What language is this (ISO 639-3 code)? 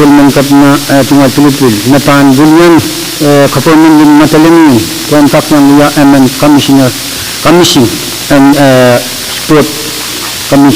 pon